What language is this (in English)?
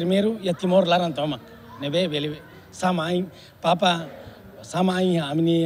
Tetum